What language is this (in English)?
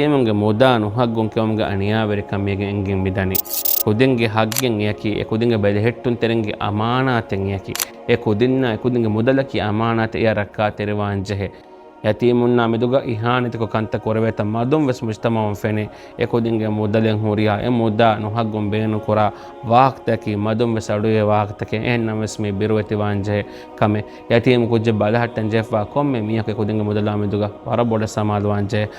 Divehi